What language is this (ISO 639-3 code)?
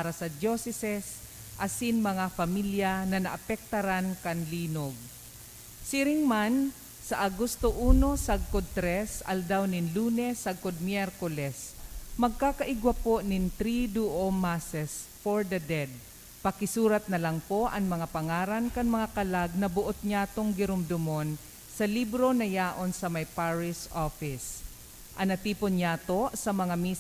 bik